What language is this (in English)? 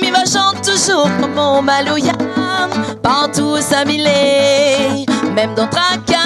Réunion Creole French